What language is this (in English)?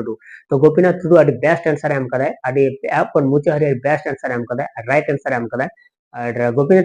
Santali